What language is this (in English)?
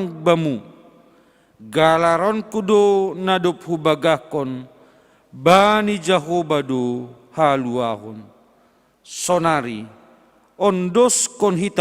Batak Simalungun